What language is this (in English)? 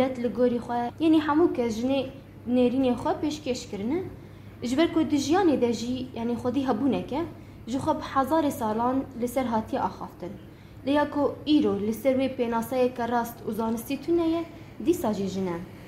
Kurdish